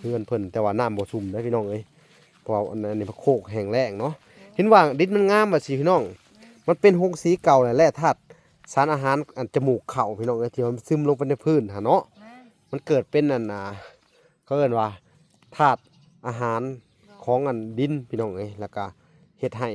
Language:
Lao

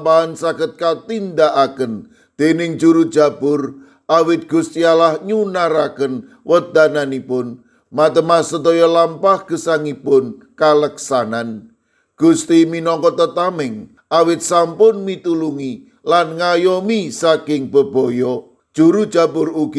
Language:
Javanese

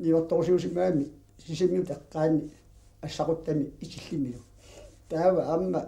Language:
Kalaallisut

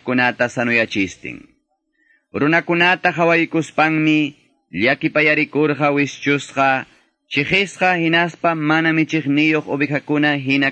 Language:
Quechua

